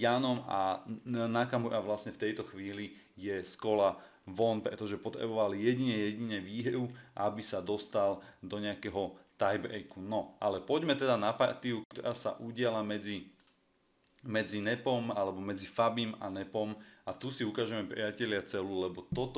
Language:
Slovak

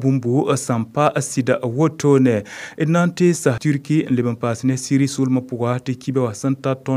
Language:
Mossi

